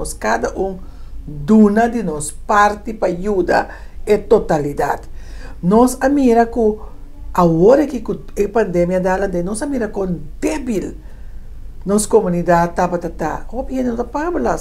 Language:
Papiamento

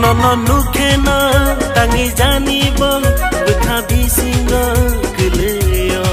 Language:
Kok Borok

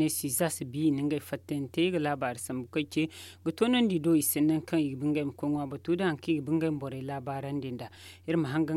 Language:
Zarma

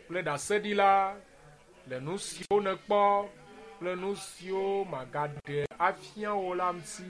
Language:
Ewe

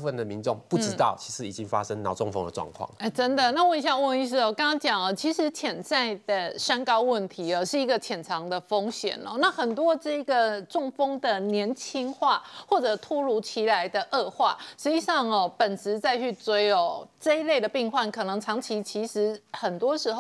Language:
Chinese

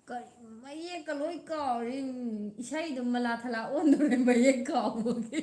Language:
Manipuri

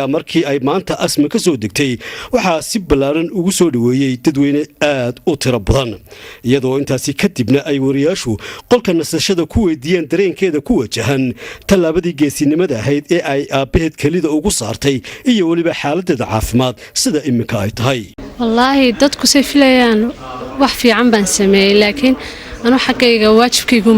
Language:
Somali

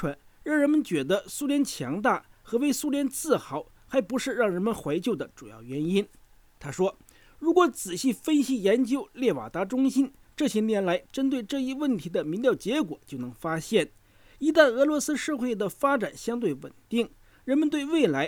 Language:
Chinese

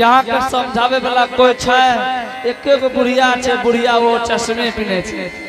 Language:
Angika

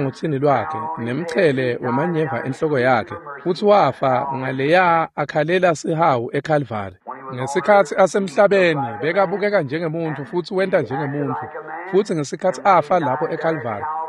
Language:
Swati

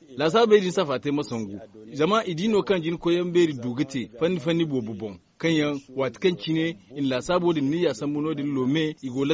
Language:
Zarma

